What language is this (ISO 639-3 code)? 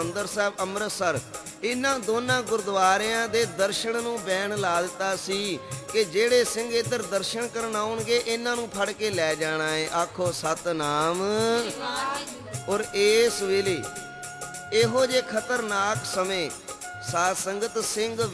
pan